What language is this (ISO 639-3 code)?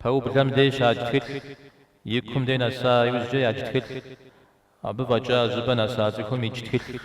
kbd